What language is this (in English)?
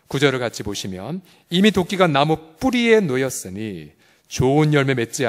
Korean